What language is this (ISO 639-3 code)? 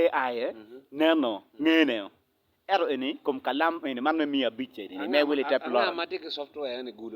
ach